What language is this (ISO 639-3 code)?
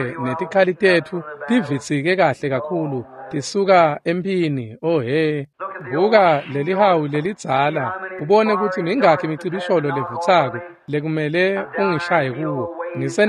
ssw